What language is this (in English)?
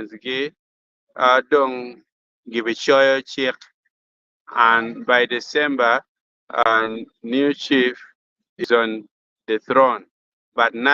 Acoli